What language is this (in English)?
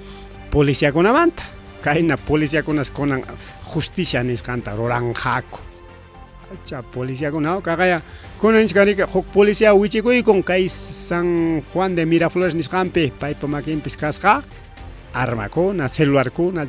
Ayacucho Quechua